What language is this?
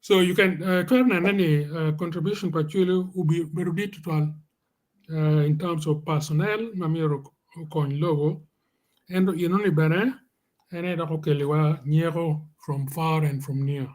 Acoli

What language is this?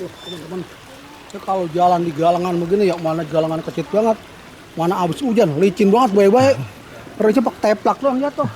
Betawi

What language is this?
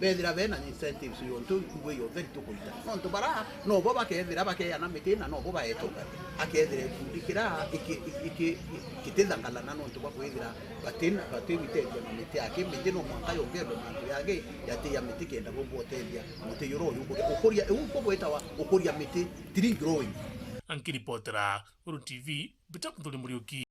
Meru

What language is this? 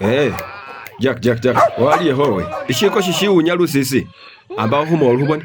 Masaaba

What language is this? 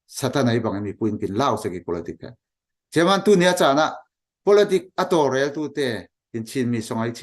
Falam Chin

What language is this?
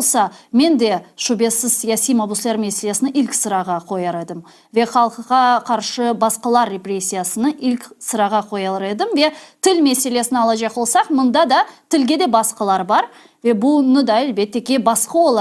Crimean Tatar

